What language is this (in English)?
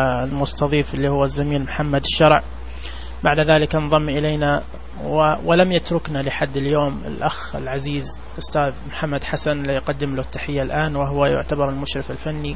Najdi Arabic